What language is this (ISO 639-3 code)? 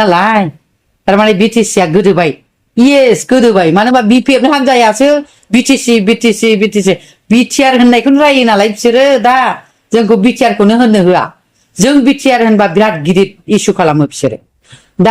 brx